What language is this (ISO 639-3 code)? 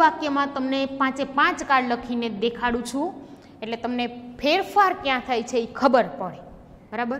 guj